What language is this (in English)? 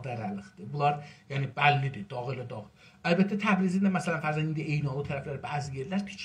South Azerbaijani